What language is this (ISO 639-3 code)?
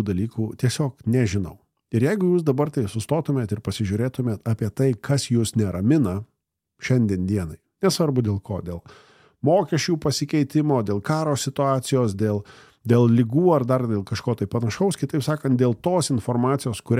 lit